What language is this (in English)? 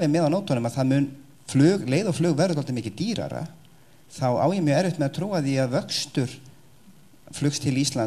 Icelandic